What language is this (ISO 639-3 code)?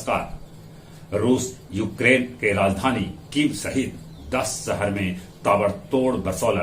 mag